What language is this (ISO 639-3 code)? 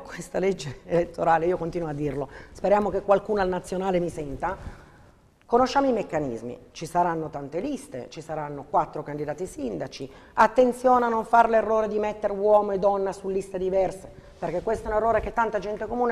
ita